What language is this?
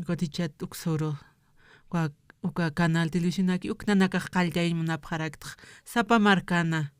Aymara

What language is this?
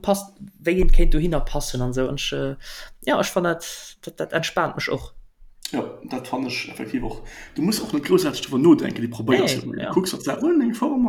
Luxembourgish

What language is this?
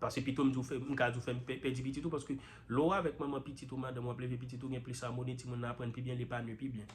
Haitian Creole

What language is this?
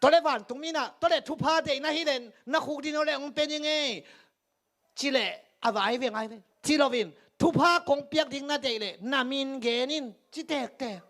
Tedim Chin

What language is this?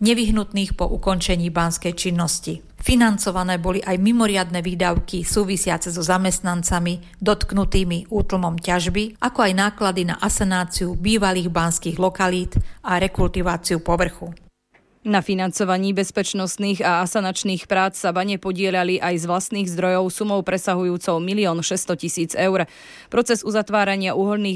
Slovak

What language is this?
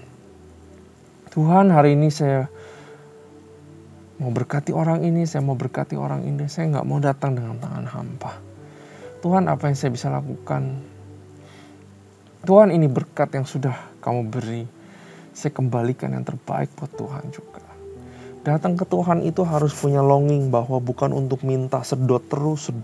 Indonesian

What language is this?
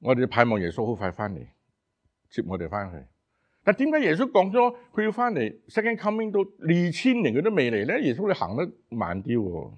Cantonese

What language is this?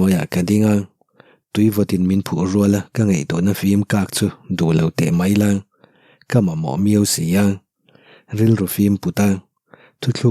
Mizo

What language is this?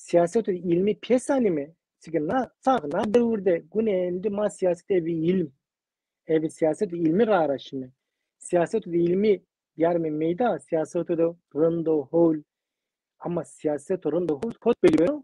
Zaza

